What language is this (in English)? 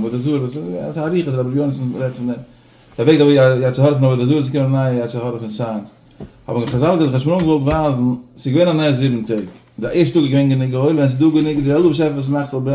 Yiddish